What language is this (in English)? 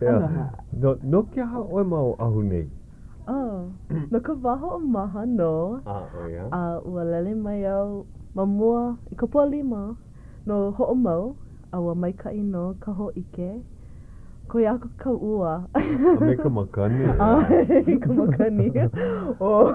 Hawaiian